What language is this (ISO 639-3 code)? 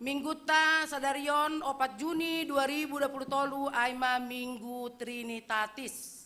bts